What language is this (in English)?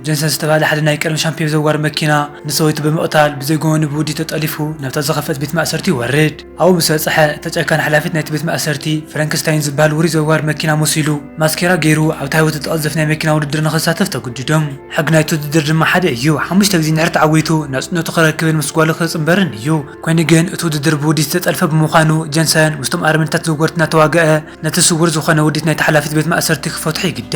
Tigrinya